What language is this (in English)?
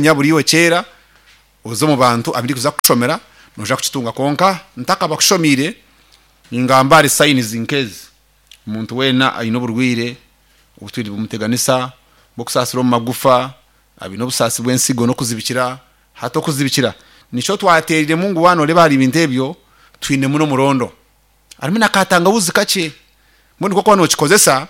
Nyankole